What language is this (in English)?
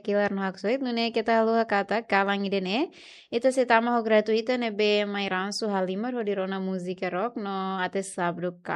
Tetum